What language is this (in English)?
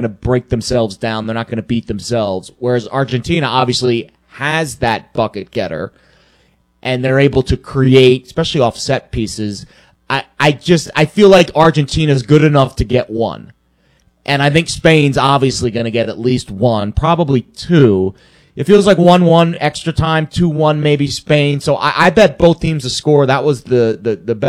English